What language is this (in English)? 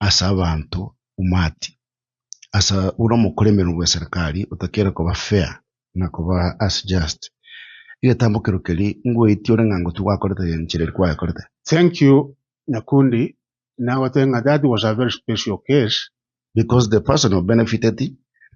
Gusii